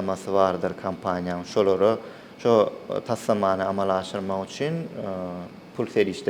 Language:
Turkmen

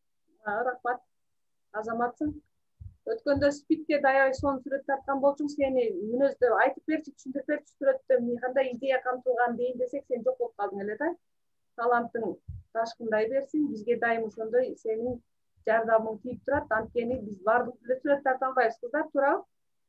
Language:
Kyrgyz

